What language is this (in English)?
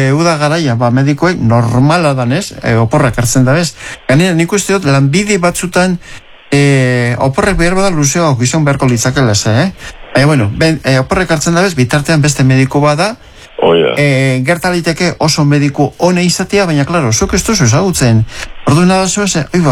Basque